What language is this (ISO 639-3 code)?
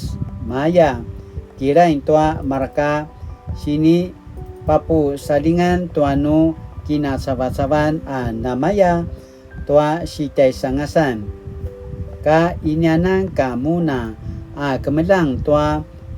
pwn